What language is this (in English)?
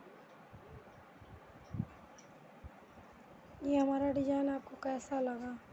Hindi